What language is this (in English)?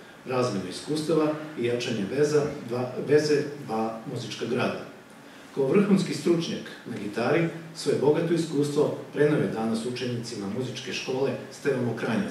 Serbian